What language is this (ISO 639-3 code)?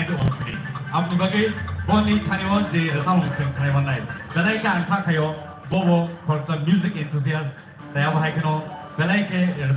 trp